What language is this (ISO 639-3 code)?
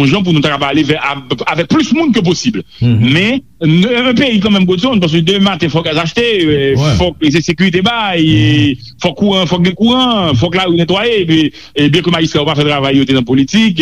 hat